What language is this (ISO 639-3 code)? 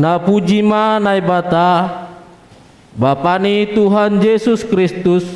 bts